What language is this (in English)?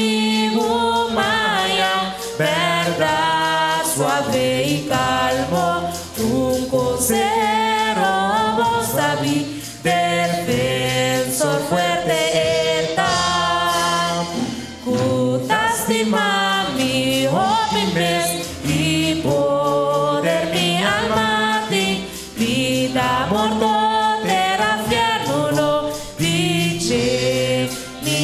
Papiamento